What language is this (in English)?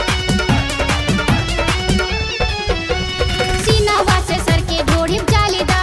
Bhojpuri